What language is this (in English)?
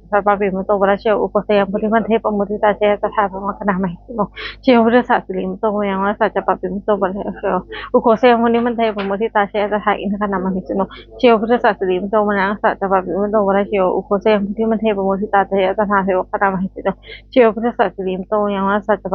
Pali